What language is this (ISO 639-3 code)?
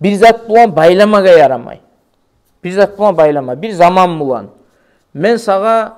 kum